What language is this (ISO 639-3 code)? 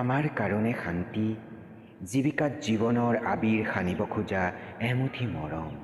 asm